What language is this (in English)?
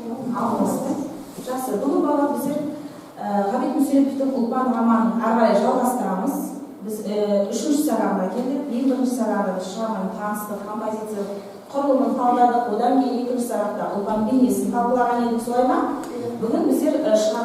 Kazakh